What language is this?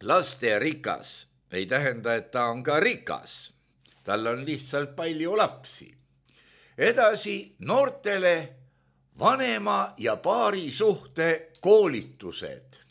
Estonian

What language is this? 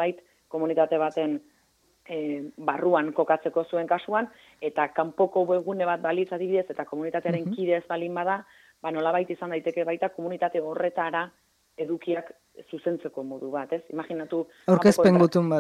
Basque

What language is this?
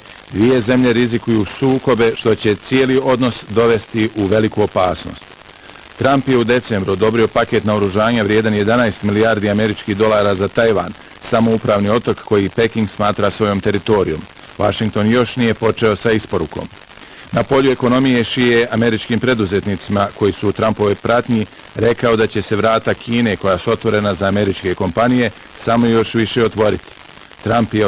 Bosnian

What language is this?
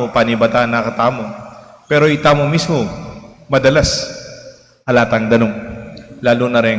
Pampanga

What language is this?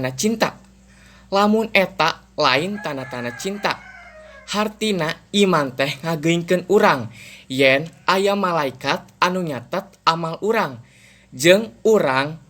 Sundanese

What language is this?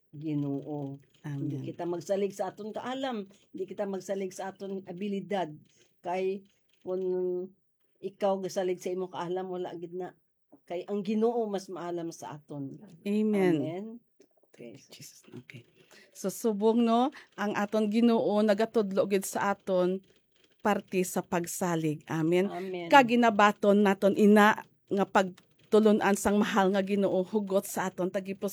Hiligaynon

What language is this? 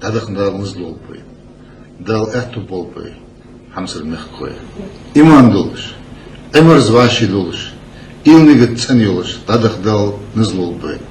Ingush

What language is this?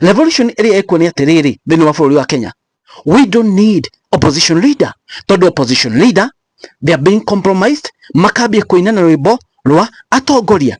Kikuyu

